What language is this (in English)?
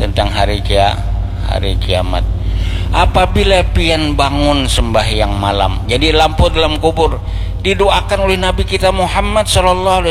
Banjar